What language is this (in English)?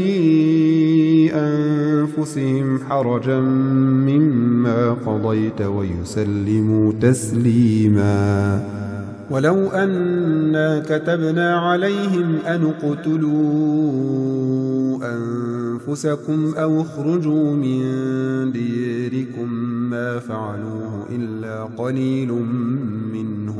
Arabic